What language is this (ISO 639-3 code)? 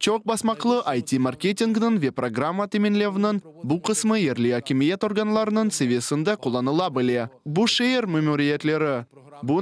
crh